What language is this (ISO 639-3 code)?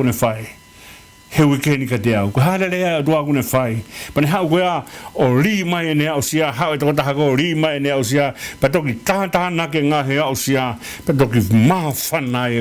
ton